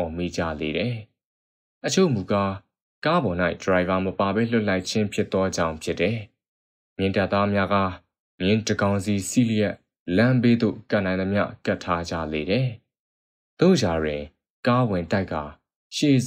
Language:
Burmese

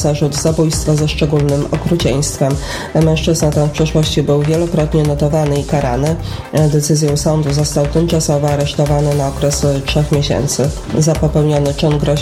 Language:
Polish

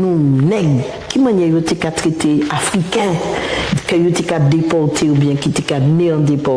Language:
Guadeloupean Creole French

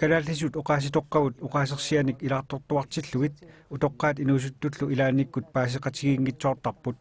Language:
Kalaallisut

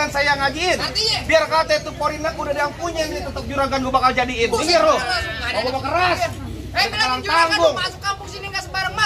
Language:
Betawi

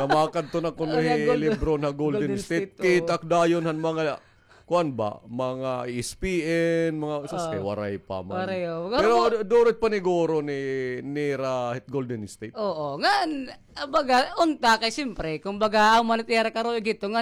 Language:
Waray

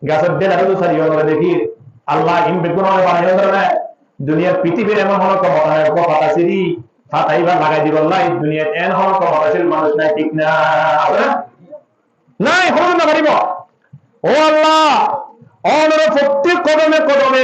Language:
Rohingya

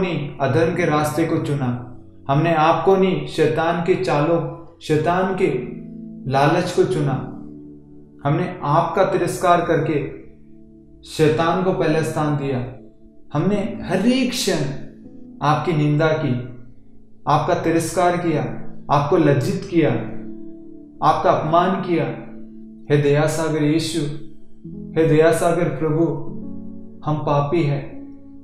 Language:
Hindi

